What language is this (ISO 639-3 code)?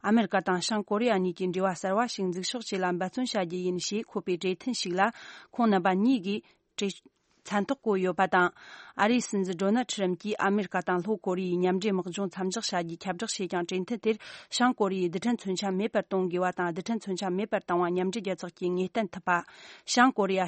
bod